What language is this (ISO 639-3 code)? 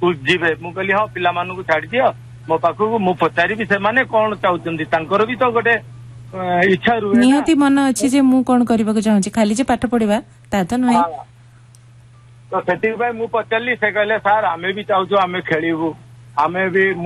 ori